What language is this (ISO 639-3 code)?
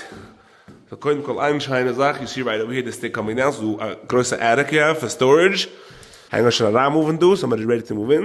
yid